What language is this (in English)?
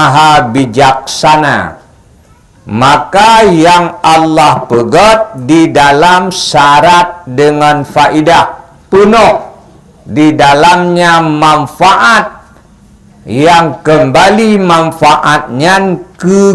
Achinese